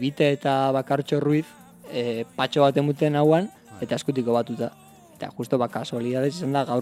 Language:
Basque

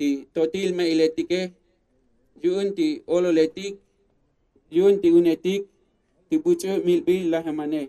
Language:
Tzotzil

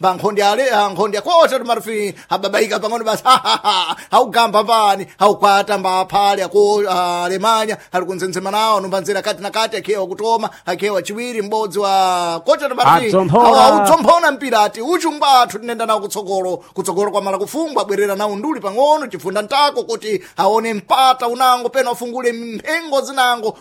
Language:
Sena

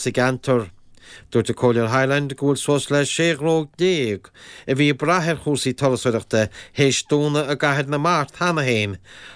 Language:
Irish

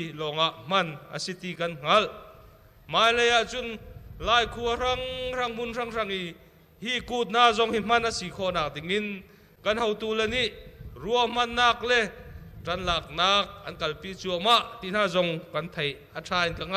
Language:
Hakha Chin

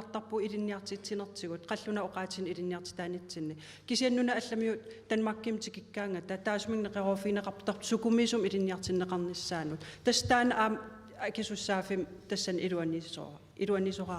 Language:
Kalaallisut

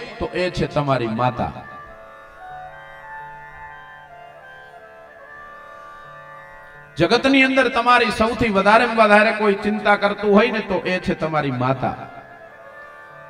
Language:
Gujarati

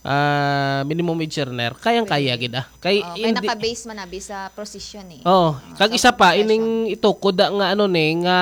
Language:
Hiligaynon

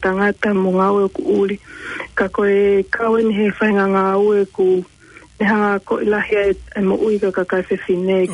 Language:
Tongan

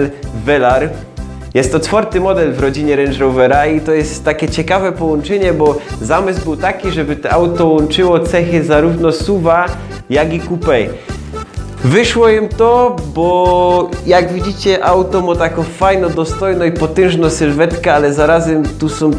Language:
Silesian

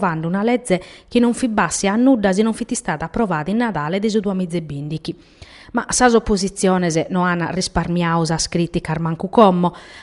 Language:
Sardinian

